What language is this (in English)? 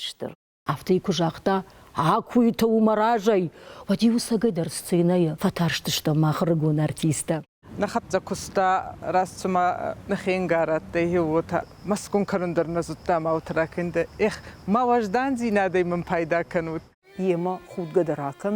Ossetic